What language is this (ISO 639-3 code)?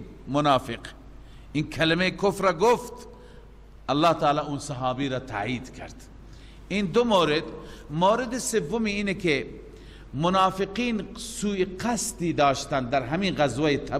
fas